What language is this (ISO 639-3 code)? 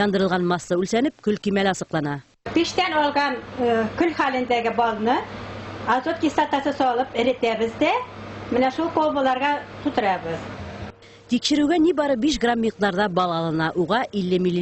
bak